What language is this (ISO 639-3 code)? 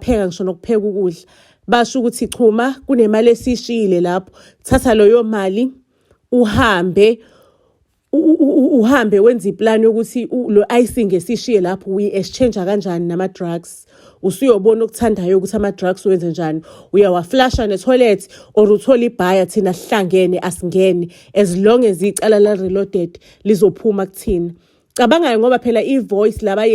zul